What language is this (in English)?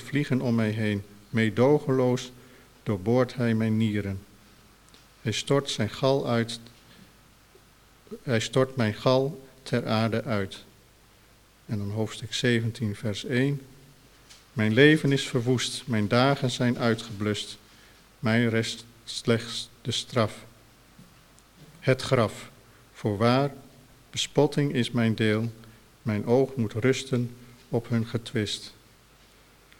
Dutch